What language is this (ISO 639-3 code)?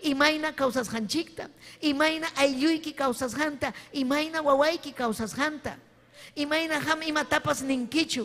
quy